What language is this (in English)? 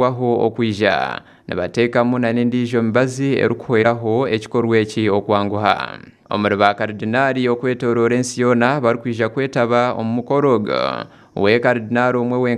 Nyankole